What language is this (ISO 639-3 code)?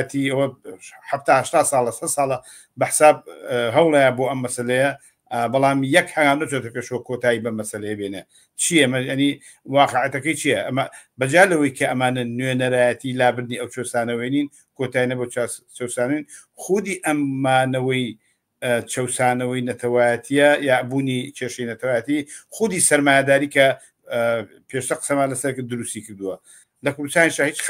ckb